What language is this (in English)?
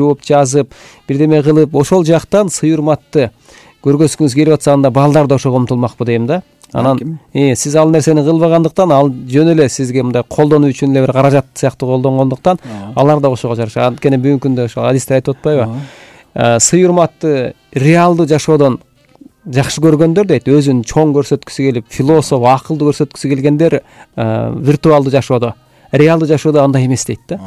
Kyrgyz